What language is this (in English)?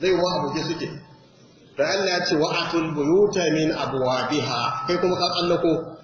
Hausa